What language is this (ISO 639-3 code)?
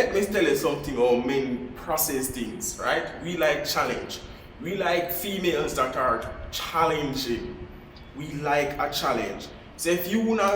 jam